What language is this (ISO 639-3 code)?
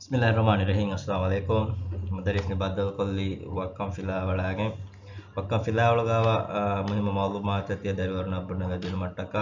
div